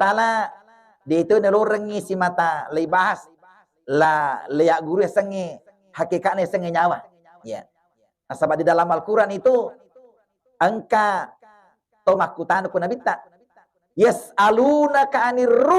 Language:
Buginese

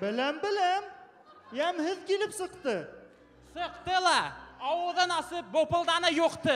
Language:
Bashkir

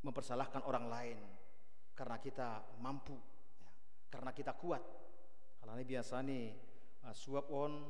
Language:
Batak Simalungun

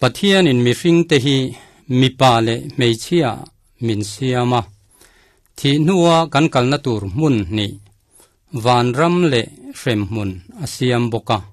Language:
Mizo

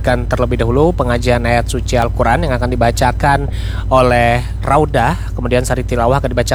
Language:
Indonesian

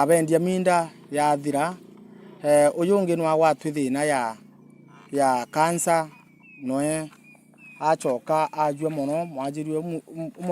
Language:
Meru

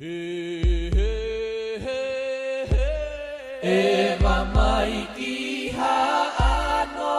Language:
Tongan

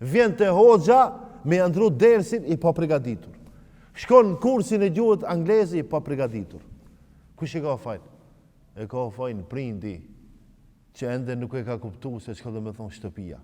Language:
Albanian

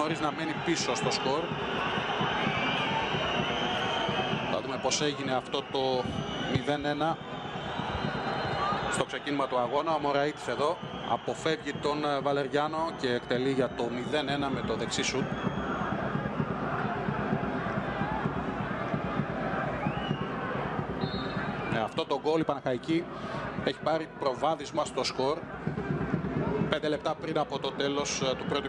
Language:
Greek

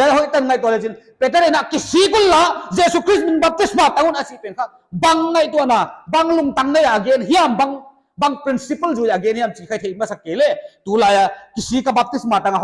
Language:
Paite Chin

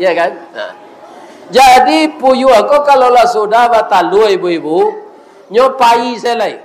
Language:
Minangkabau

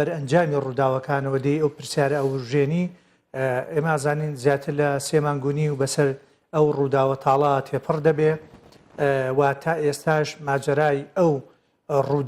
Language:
Central Kurdish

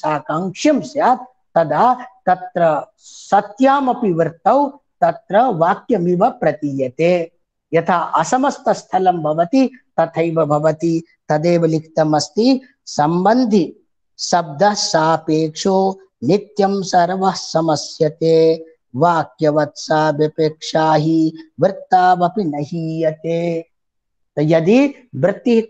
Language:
Sanskrit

